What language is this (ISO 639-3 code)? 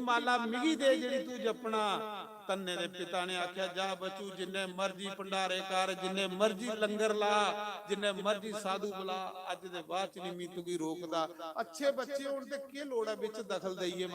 doi